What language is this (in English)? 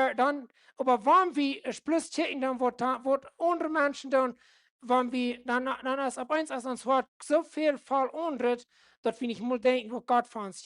Plautdietsch